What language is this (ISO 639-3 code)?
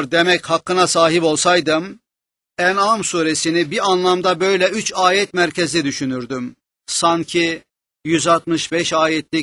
tur